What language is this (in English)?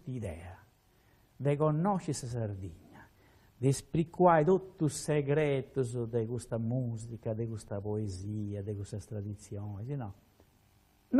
Sardinian